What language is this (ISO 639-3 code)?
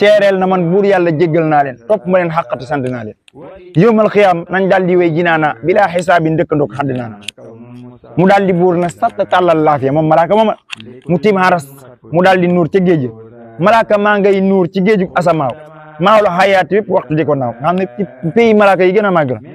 wol